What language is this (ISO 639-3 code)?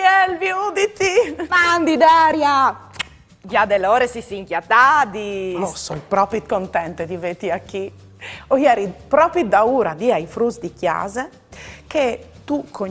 fur